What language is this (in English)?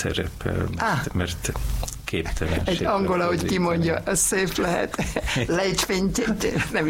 Hungarian